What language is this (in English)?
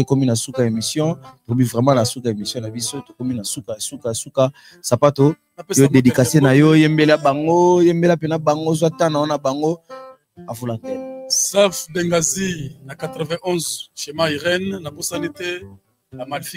Lingala